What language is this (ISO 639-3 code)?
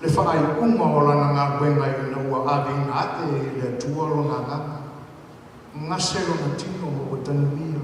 smo